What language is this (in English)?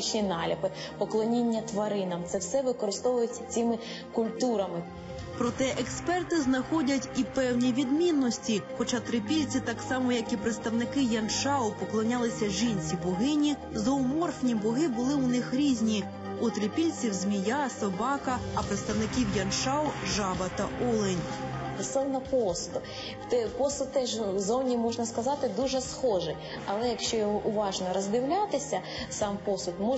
Ukrainian